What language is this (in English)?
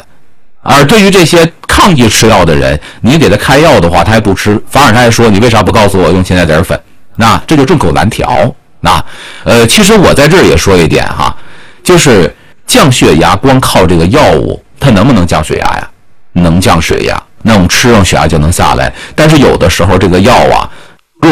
Chinese